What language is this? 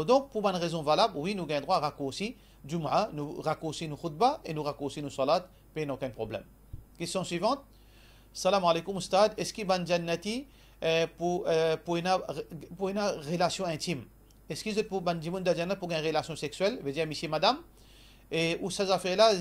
Morisyen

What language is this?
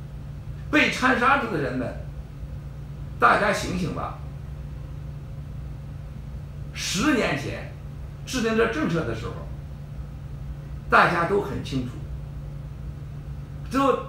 Chinese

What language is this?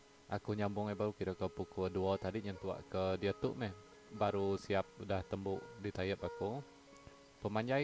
Iban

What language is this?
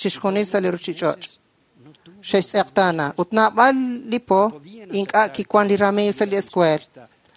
Kekchí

